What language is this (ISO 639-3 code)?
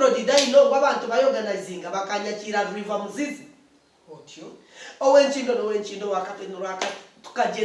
nyn